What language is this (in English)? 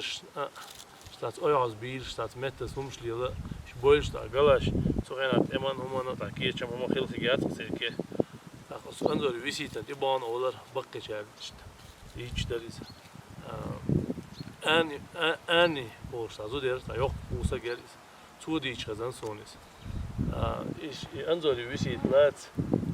Chechen